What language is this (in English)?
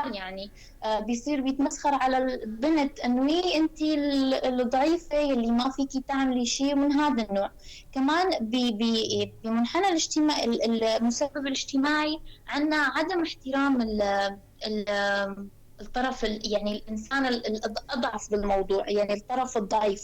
North Levantine Arabic